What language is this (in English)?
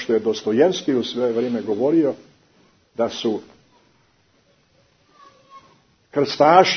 Croatian